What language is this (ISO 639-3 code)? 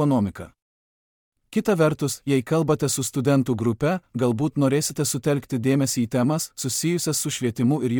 lit